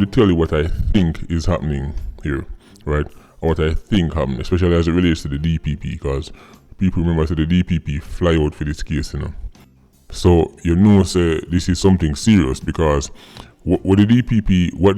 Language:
Jamaican Creole English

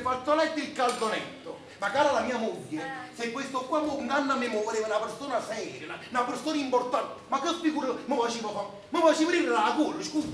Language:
Neapolitan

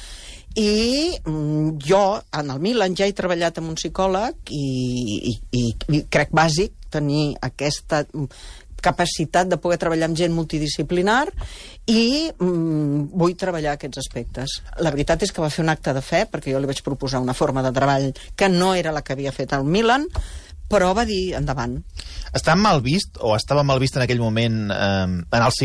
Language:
Catalan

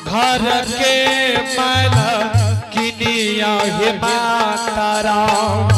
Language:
Angika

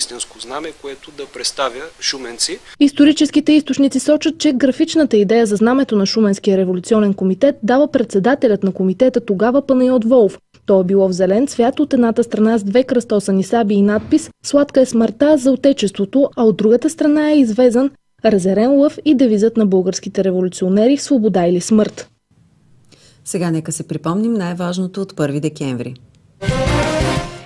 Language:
Bulgarian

